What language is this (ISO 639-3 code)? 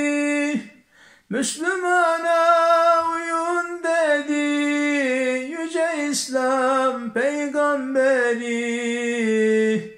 tur